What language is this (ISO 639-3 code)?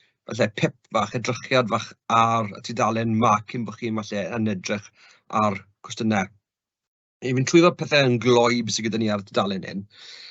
cym